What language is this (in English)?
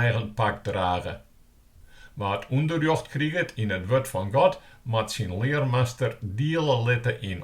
Western Frisian